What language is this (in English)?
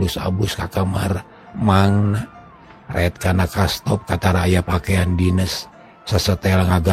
Sundanese